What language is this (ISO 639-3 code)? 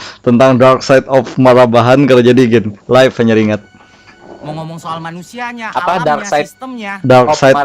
bjn